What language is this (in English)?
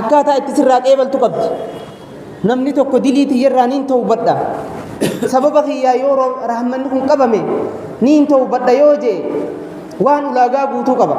Oromo